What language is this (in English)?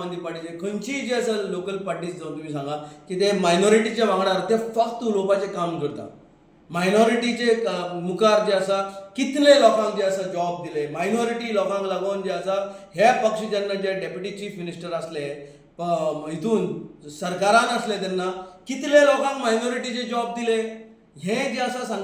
Konkani